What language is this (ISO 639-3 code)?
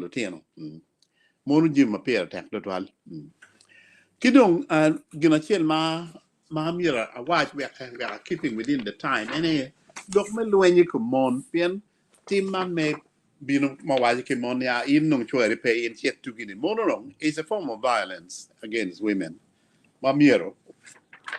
ach